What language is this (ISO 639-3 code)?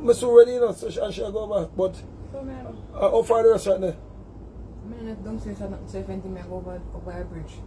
jam